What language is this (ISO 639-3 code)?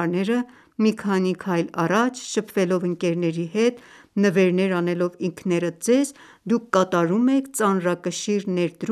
hye